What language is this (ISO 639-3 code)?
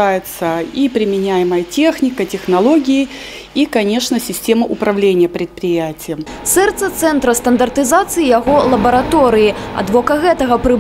bel